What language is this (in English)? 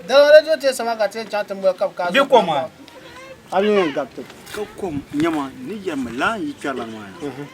Dagbani